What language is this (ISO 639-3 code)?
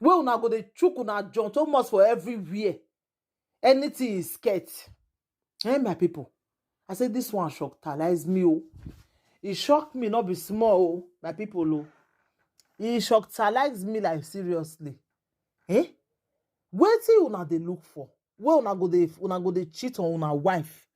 pcm